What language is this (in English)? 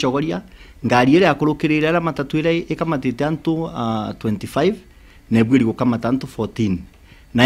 Meru